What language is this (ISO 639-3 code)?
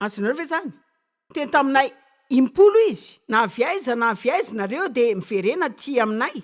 mlg